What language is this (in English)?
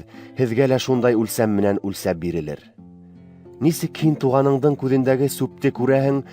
Bashkir